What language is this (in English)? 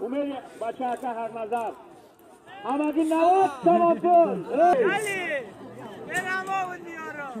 Tajik